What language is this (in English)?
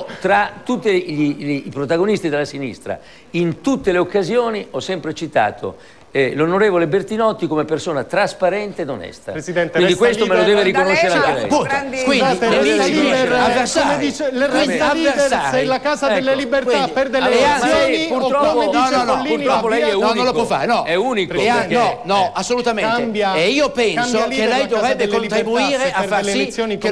Italian